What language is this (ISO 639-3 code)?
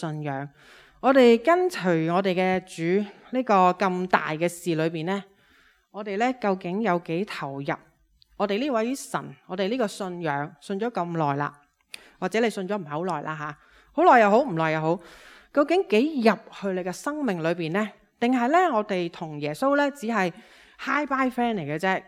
yue